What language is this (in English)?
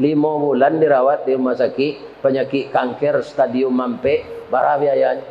Minangkabau